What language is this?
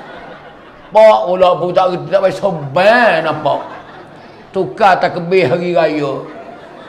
Malay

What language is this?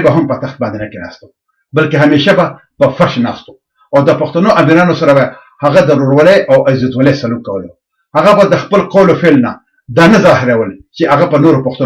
Pashto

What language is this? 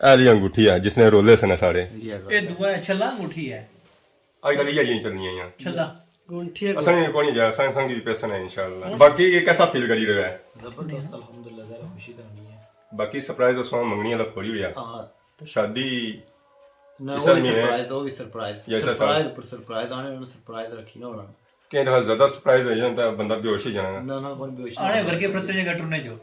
Pahari-Potwari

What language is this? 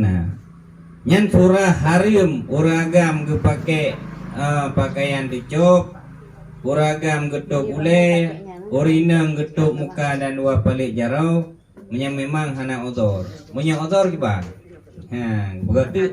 Achinese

